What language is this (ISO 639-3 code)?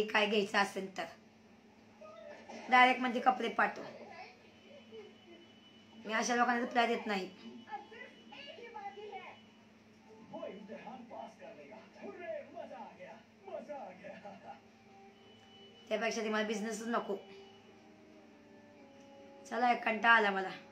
mar